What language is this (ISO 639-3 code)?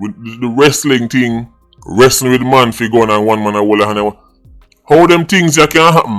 jam